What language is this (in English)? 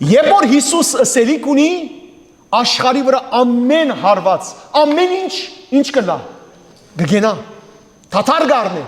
Western Armenian